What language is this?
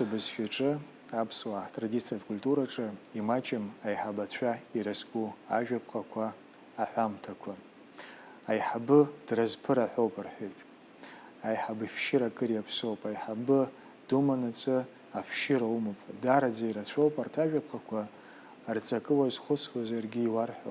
Abkhazian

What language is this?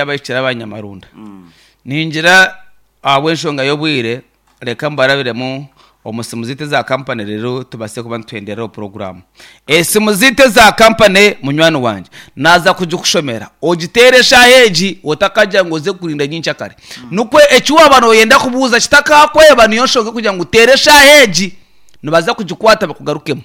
Nyankole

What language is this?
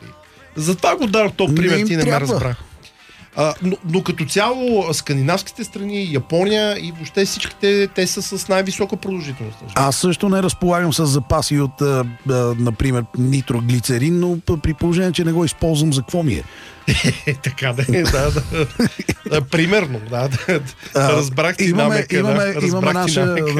Bulgarian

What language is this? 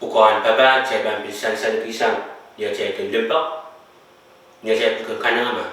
Pohnpeian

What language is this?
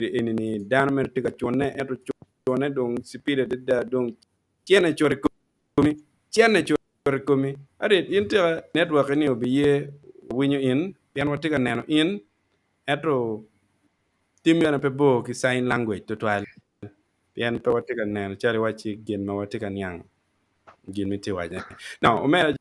Acoli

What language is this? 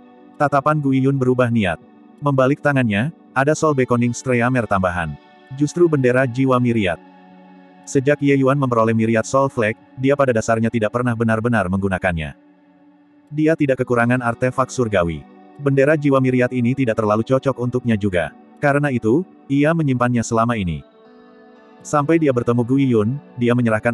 Indonesian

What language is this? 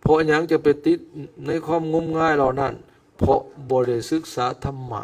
Lao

